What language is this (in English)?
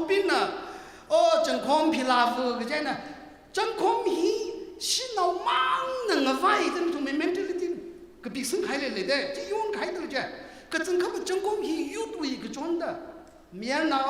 Tangkhul Naga (India)